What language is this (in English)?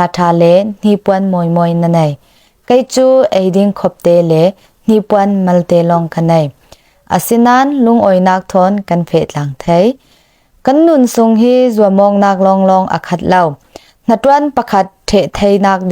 Falam Chin